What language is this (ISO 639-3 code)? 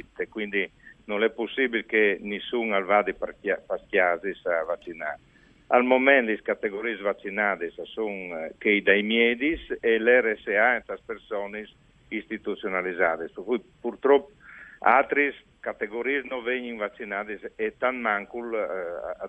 fur